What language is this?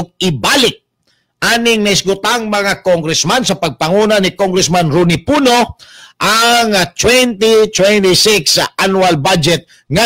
Cebuano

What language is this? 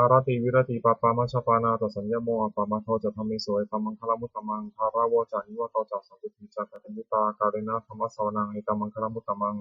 Pali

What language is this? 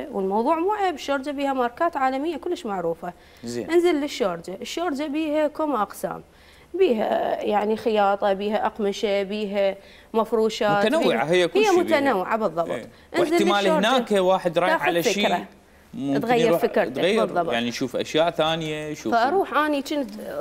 Mesopotamian Arabic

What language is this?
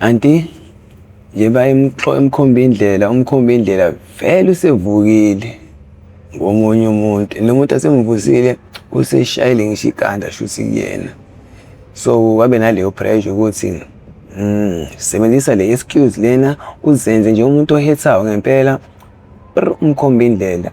Zulu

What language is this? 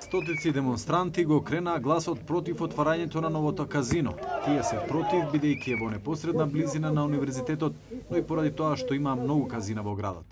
Macedonian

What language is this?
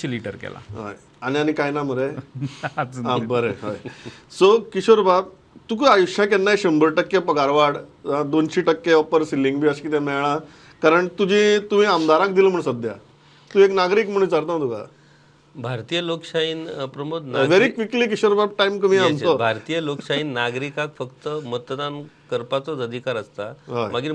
Konkani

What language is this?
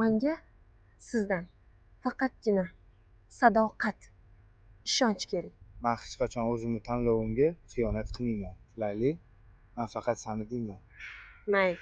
Uzbek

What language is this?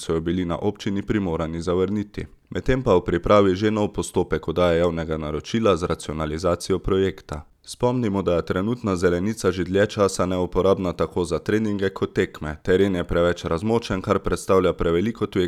Slovenian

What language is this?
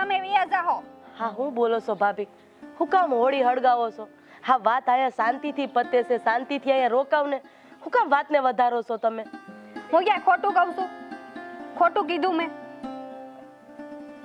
Gujarati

